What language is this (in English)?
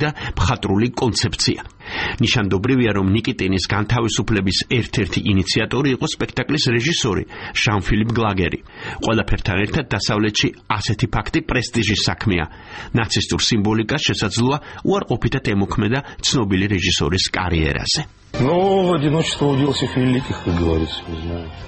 Georgian